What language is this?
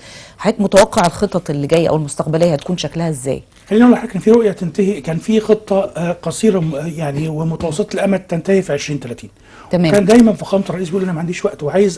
Egyptian Arabic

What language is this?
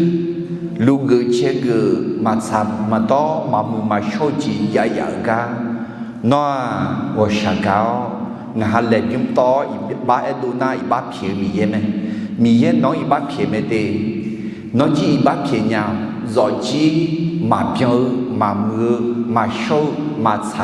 Akha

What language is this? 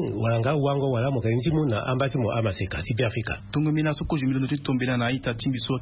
Sango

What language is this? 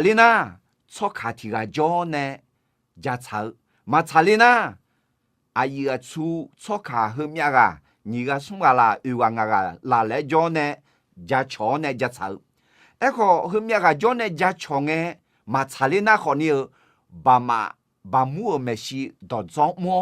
Akha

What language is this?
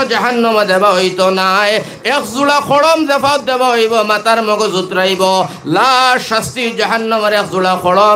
Sylheti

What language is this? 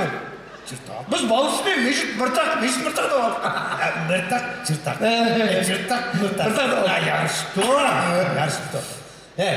Uyghur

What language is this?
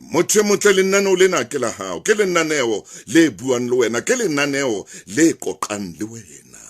Southern Sotho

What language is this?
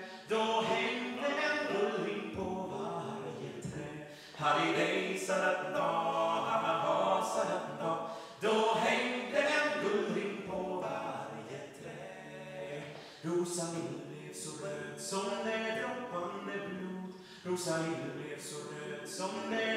Swedish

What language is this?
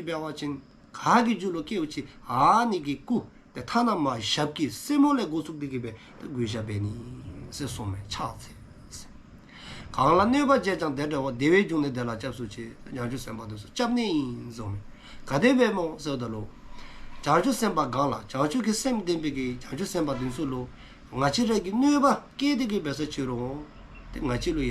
Dzongkha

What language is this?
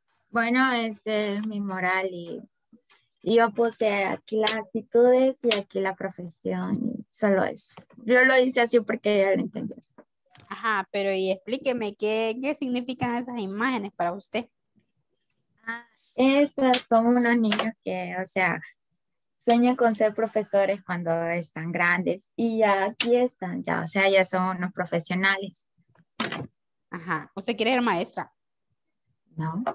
Spanish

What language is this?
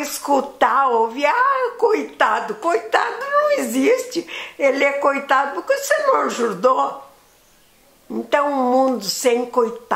Portuguese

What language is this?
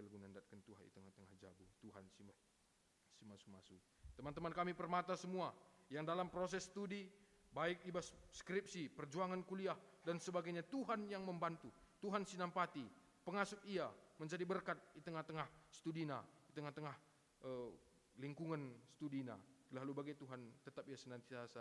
Batak Karo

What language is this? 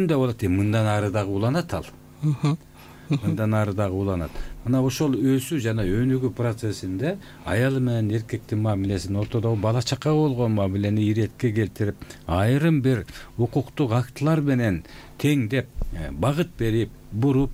Kyrgyz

